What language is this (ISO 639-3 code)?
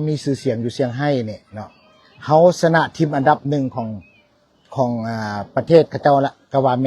lao